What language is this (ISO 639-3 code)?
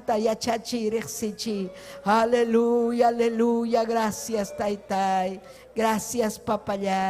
quy